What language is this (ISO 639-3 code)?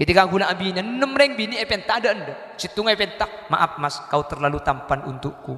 mad